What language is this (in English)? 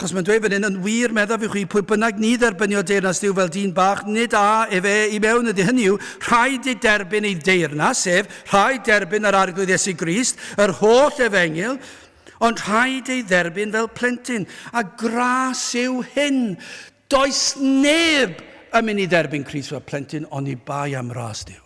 Welsh